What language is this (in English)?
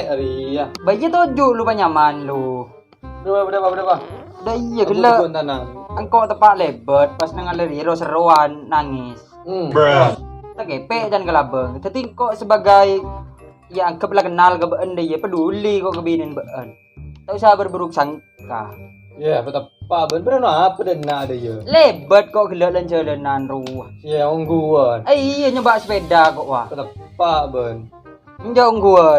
Madurese